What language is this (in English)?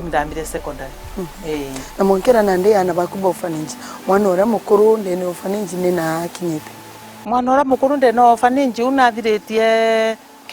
Meru